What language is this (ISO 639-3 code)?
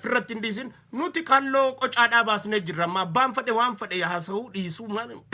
orm